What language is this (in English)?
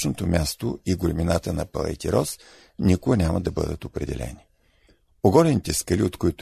Bulgarian